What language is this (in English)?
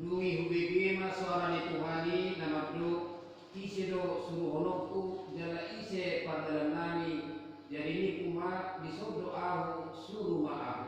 Batak Toba